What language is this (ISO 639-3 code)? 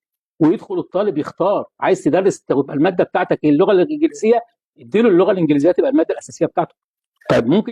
arz